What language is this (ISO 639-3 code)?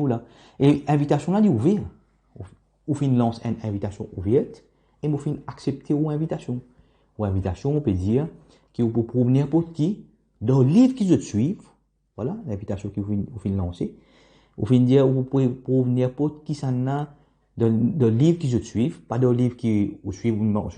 mfe